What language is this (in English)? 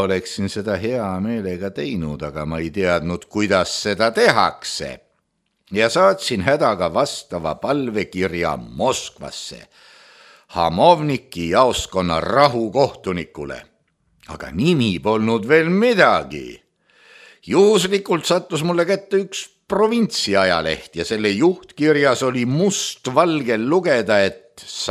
Estonian